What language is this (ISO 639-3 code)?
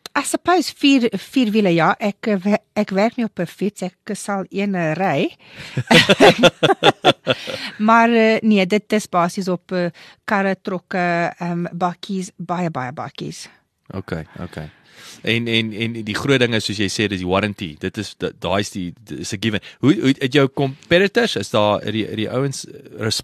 afr